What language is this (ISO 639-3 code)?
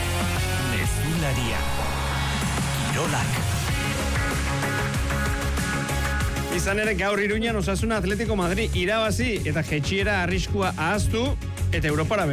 eus